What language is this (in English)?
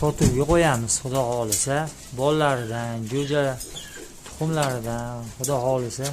Uzbek